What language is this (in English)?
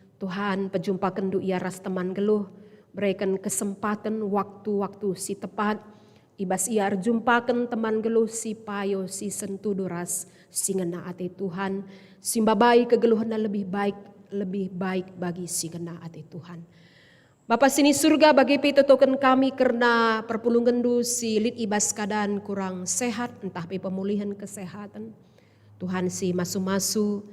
Batak Karo